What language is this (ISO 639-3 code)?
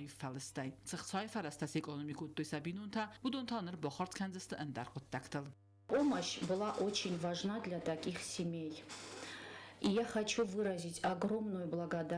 oss